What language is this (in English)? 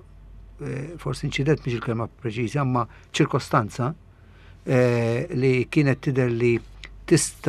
Maltese